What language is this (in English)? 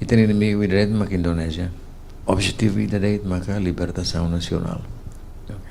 Tetum